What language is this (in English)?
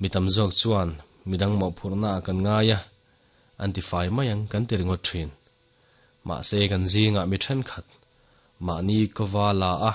Mizo